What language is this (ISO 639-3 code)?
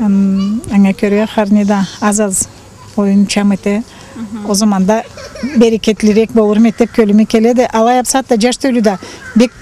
krc